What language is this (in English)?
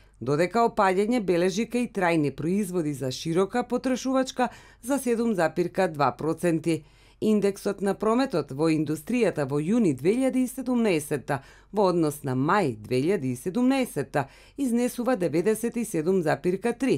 Macedonian